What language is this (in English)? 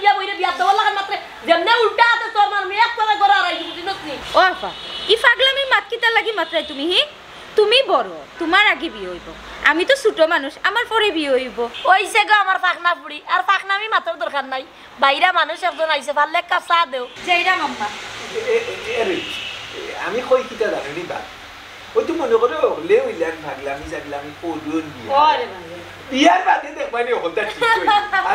Sylheti